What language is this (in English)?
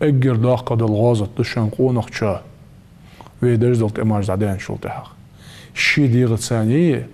Ingush